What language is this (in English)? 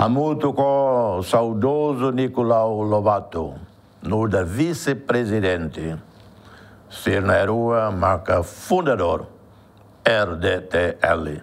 Tetum